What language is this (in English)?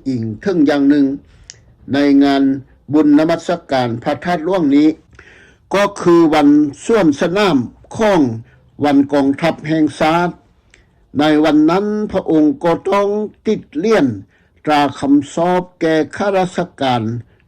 Lao